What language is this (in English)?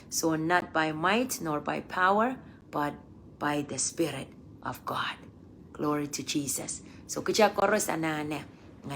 Pohnpeian